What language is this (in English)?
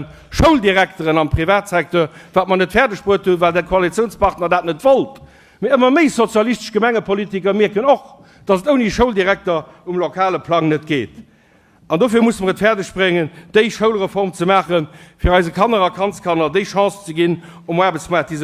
Luxembourgish